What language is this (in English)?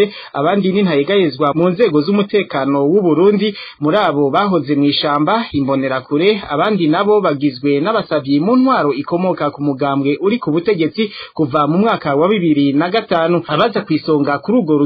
Rundi